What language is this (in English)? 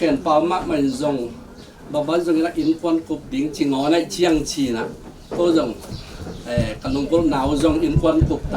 Tedim Chin